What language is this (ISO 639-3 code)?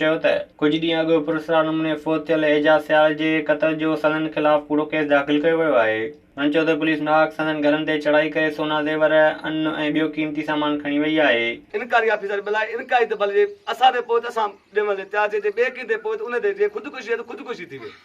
snd